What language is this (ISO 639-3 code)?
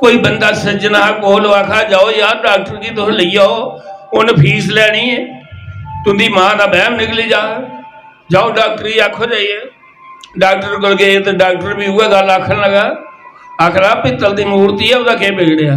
doi